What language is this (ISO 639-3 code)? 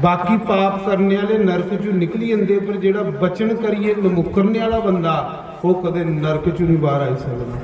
doi